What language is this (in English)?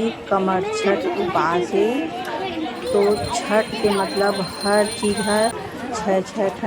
Chhattisgarhi